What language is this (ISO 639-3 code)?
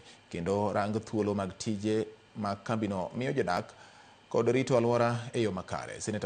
luo